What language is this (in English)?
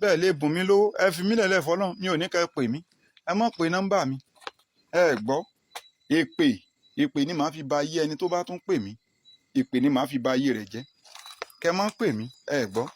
Yoruba